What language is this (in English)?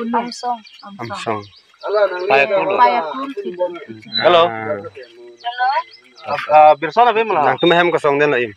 Karbi